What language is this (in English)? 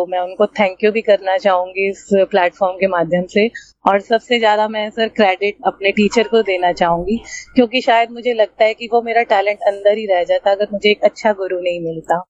Hindi